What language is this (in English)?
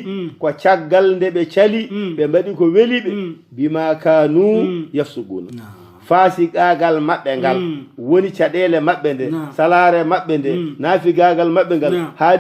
Fula